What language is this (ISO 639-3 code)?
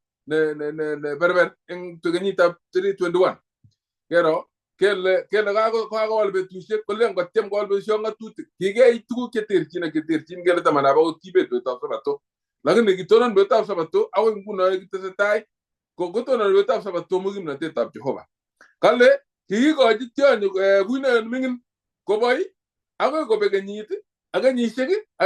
kln